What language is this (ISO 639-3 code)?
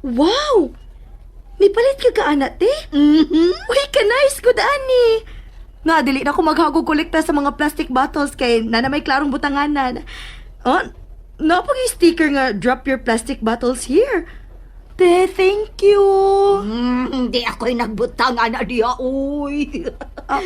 ceb